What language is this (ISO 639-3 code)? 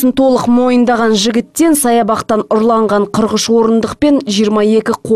kaz